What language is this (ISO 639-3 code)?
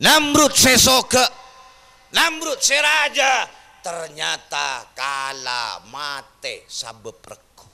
mad